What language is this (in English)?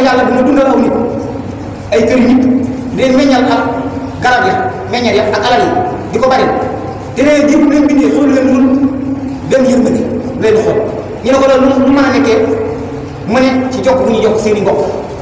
Wolof